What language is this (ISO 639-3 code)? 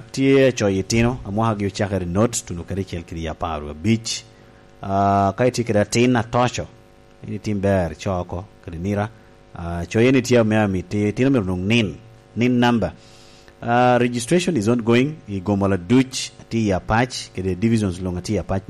laj